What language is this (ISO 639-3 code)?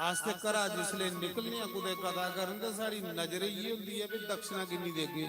doi